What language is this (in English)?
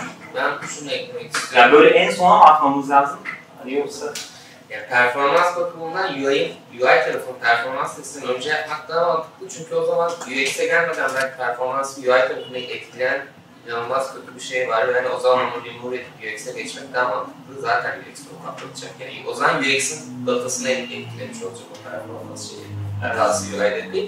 Turkish